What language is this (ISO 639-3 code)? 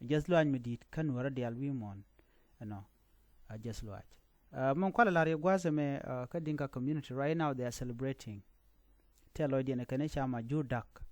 nus